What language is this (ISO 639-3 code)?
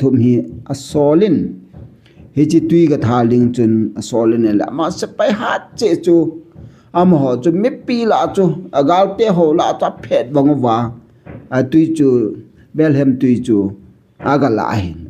tcz